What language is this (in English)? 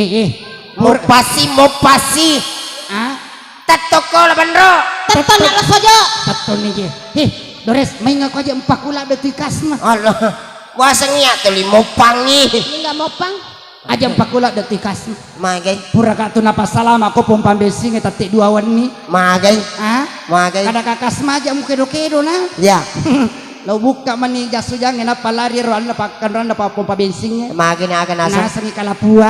Buginese